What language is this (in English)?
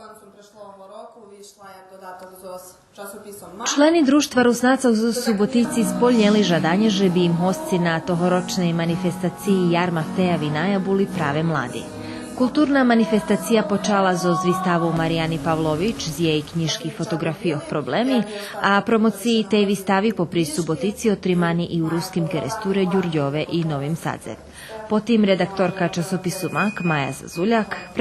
Rusyn